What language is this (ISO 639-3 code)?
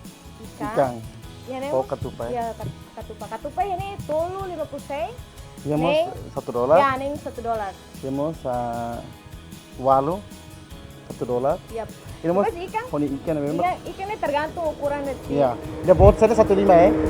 tet